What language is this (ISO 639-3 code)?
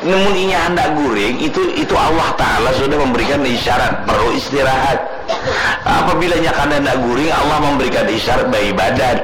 bjn